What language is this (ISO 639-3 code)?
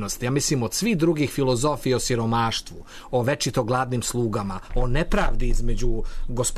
srp